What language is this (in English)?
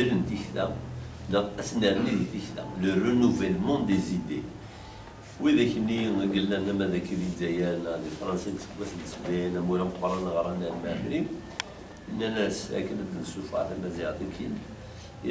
Kabyle